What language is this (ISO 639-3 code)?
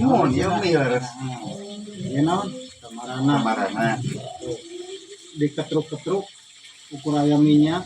sun